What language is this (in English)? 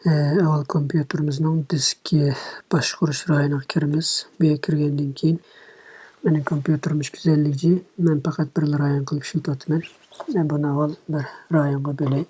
Uyghur